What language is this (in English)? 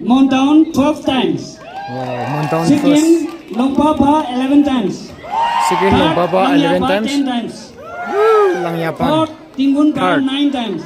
Naga Pidgin